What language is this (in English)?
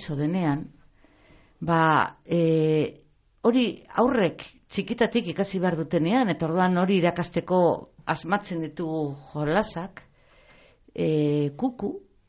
Basque